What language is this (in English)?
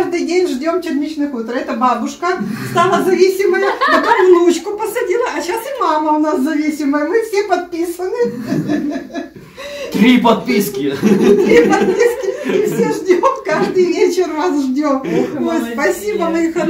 Russian